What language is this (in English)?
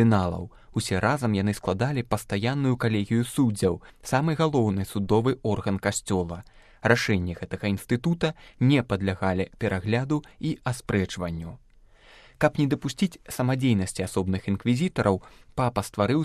Belarusian